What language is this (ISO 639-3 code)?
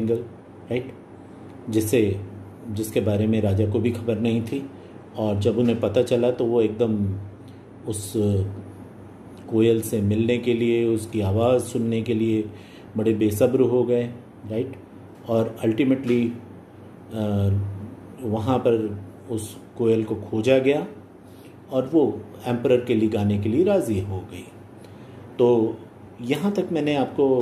hin